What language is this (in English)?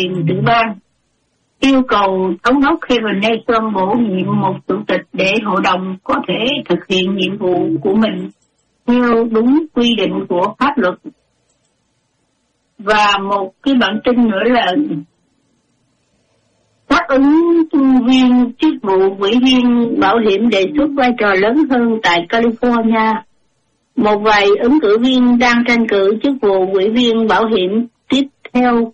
Vietnamese